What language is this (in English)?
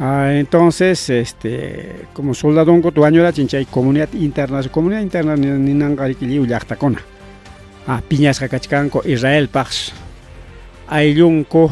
Ayacucho Quechua